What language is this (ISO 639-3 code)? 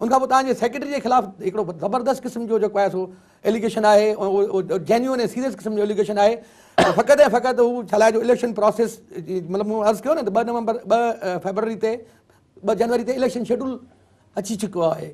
snd